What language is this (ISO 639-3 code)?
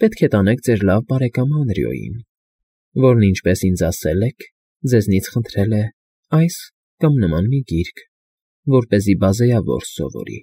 hye